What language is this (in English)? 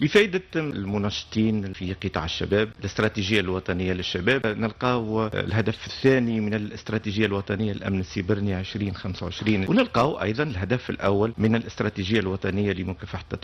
Tunisian Arabic